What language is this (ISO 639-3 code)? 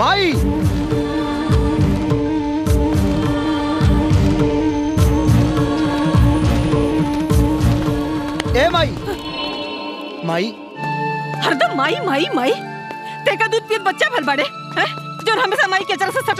bho